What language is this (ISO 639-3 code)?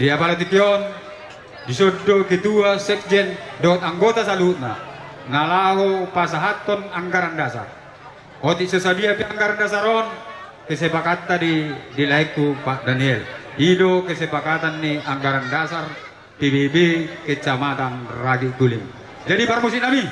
bbc